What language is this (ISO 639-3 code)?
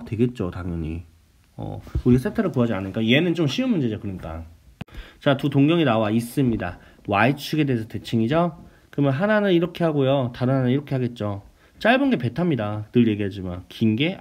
kor